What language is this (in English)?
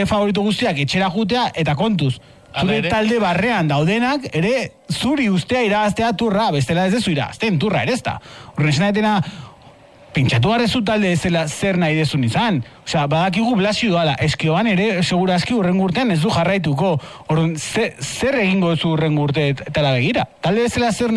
Basque